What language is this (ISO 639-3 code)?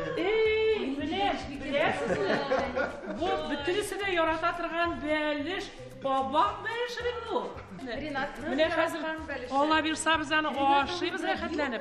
tat